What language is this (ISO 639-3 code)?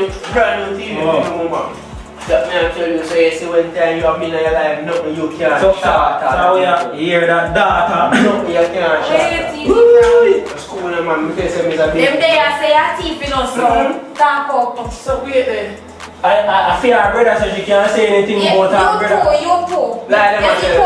jam